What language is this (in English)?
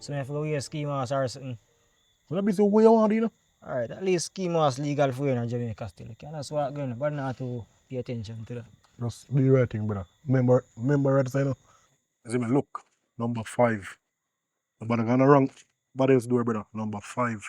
Jamaican Creole English